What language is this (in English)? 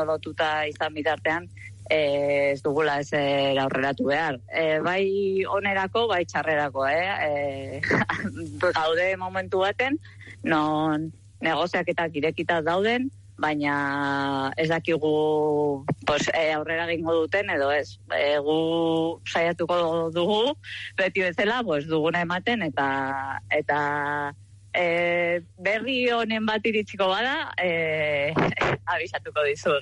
Basque